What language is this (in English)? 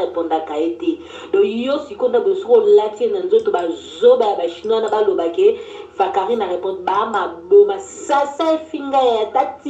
Lingala